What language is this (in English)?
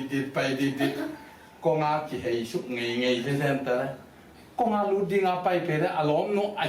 Tedim Chin